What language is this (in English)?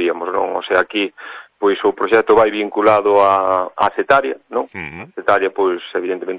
Galician